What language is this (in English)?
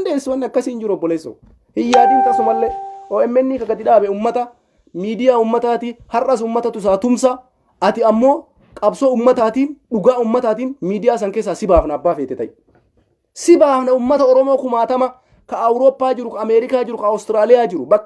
Oromo